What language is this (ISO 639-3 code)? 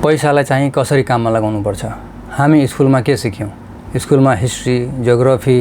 nep